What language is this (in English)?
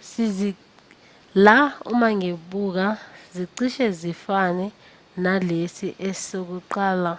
Zulu